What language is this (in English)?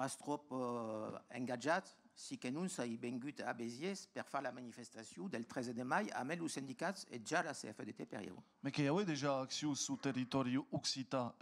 Occitan